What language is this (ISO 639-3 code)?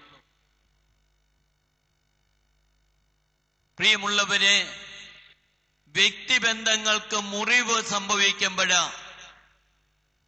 mal